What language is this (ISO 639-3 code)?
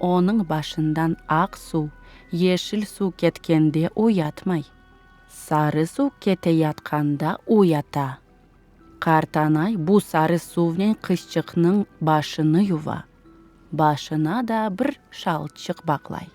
crh